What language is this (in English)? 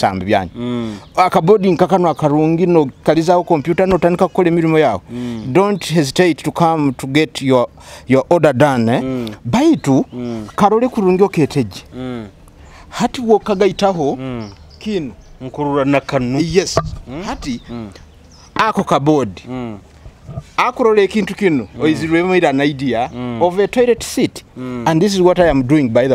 Nyoro